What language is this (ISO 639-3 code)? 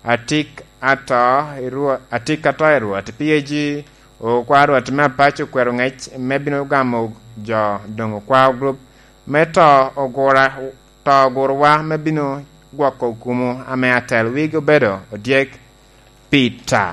laj